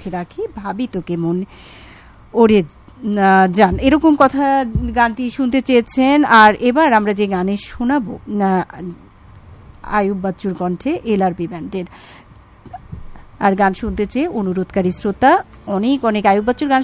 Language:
Bangla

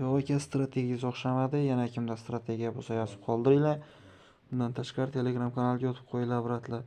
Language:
Uzbek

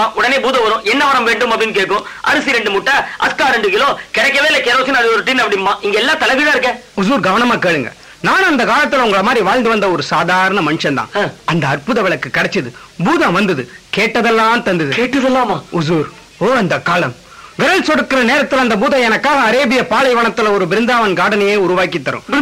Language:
Tamil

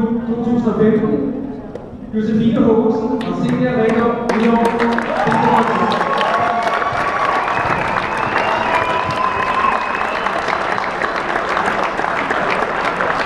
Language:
Danish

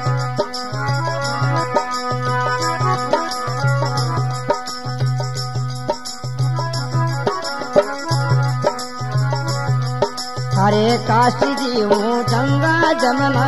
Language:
Hindi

